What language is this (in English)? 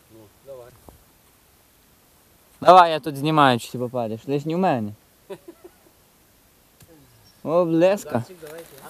Ukrainian